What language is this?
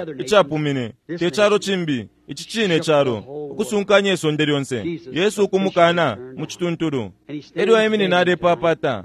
Bemba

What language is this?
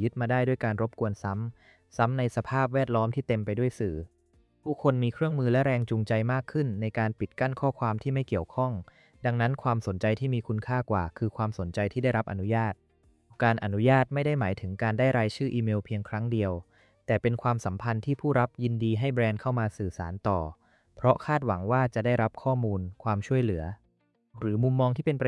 Thai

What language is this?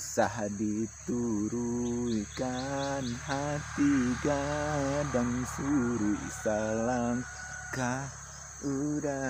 Minangkabau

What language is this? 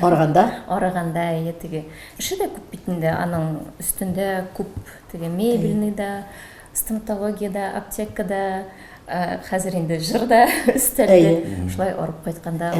Tatar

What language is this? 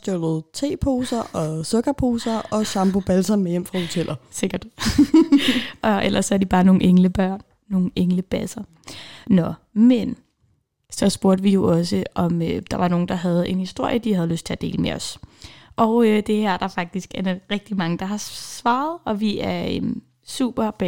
Danish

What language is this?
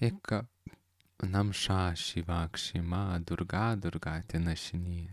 Lithuanian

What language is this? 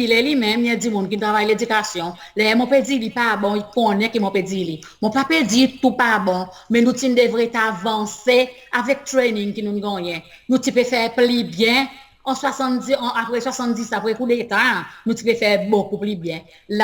Seselwa Creole French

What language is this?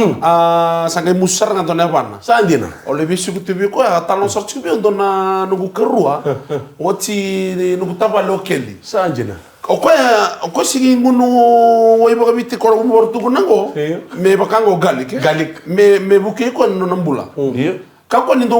Fijian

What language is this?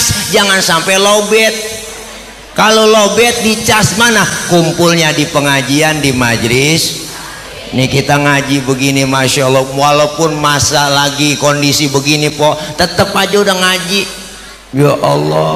Betawi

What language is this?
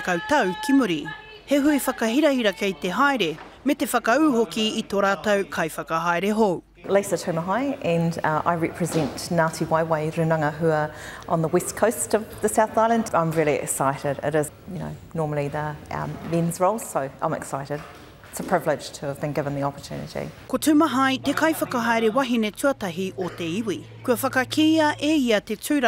Māori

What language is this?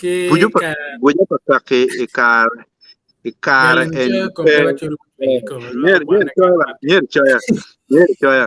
Acoli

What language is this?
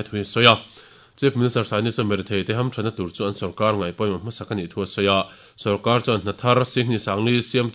Mizo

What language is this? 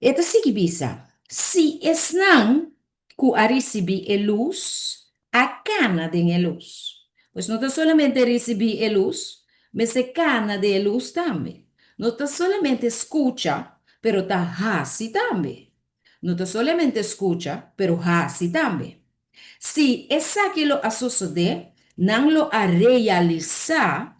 Papiamento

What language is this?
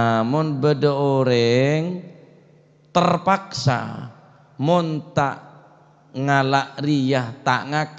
Madurese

